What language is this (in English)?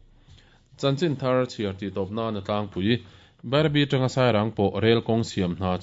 Mizo